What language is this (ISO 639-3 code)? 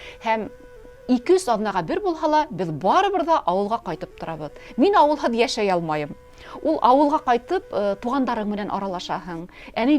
bak